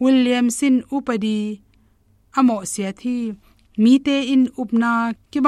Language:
Tedim Chin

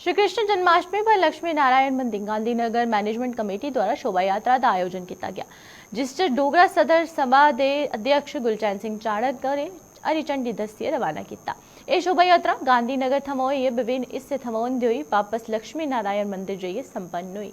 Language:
Dogri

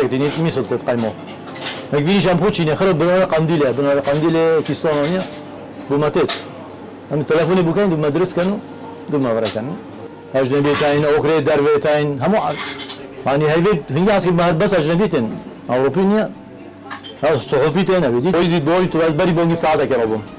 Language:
Kurdish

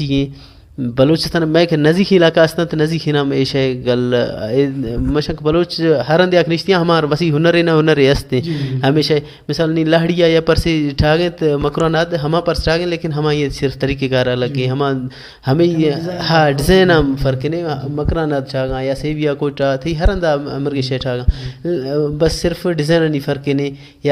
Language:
Baluchi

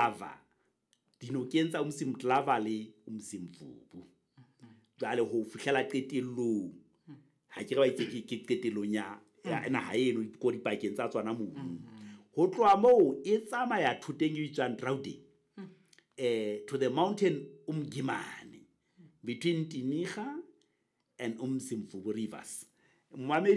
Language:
Southern Sotho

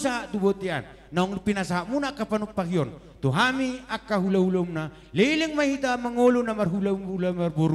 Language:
Batak Toba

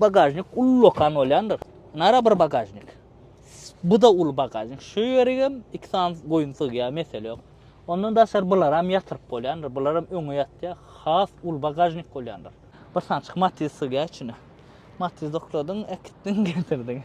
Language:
Turkmen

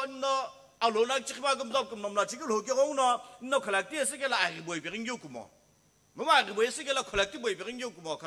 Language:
Sumi Naga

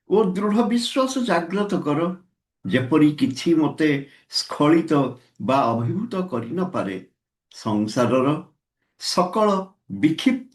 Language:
Odia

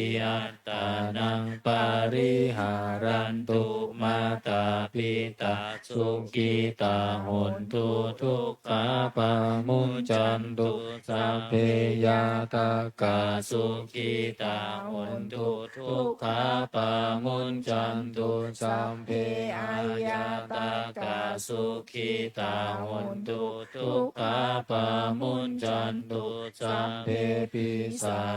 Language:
Pali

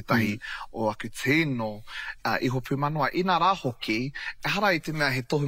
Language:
Māori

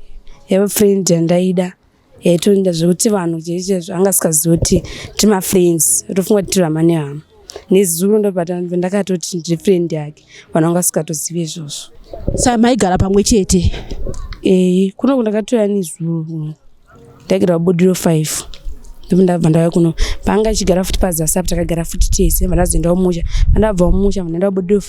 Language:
Shona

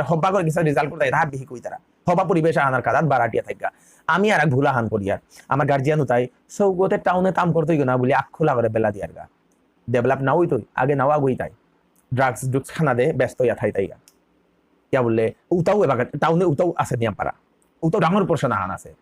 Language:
Bishnupriya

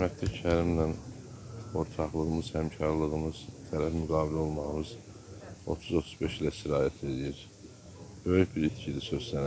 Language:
Azerbaijani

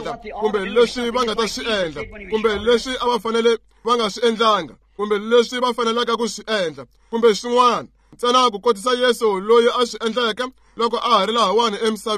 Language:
Tsonga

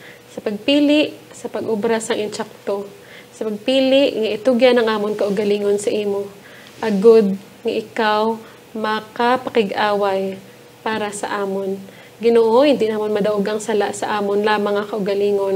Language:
Hiligaynon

